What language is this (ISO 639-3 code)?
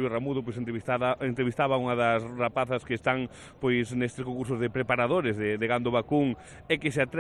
glg